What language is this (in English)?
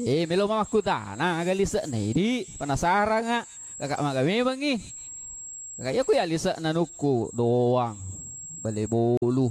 Buginese